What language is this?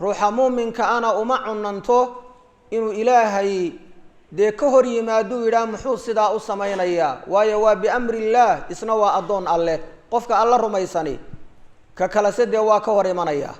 Somali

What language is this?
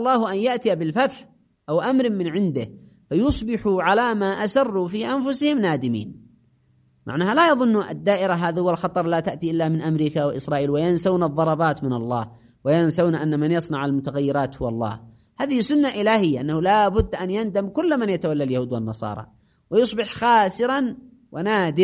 Arabic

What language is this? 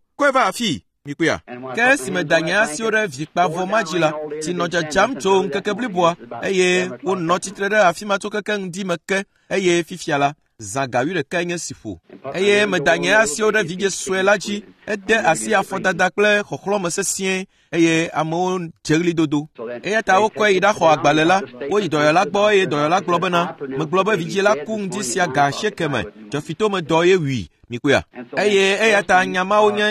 Ewe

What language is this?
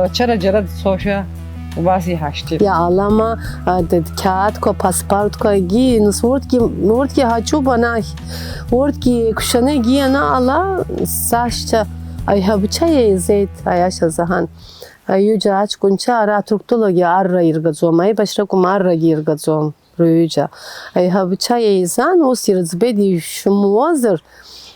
Abkhazian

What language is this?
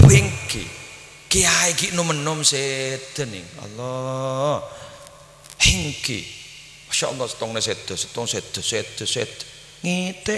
Madurese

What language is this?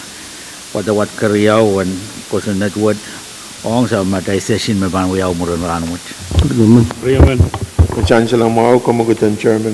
Pohnpeian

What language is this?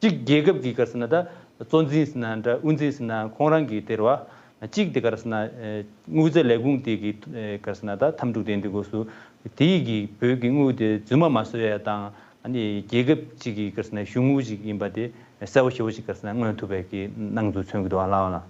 Tibetan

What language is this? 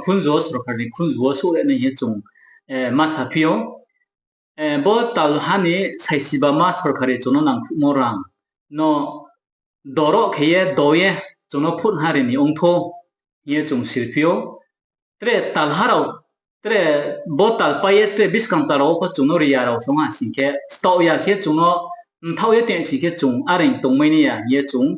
Riang (India)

